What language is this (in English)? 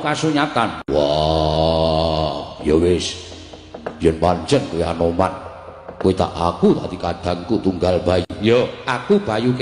Javanese